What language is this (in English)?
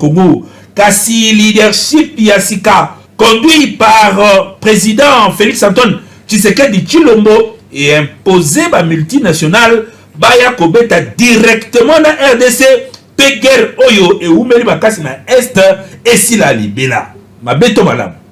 Lingala